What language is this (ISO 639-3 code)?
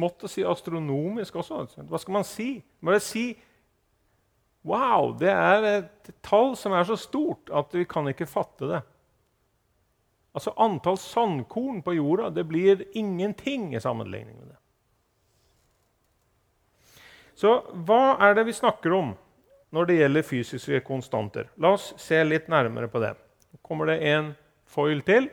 nor